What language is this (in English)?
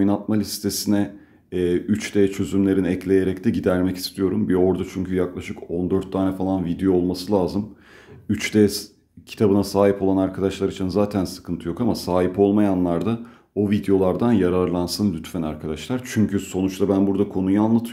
Turkish